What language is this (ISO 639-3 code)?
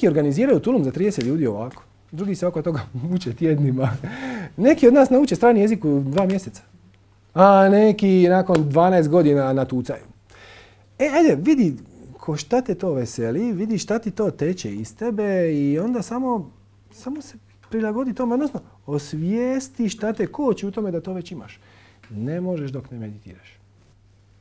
hrv